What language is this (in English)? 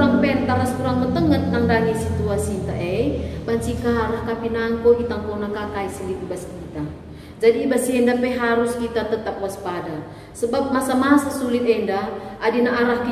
Batak Karo